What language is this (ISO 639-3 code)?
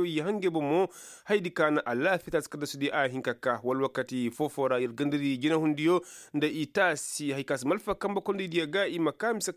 ses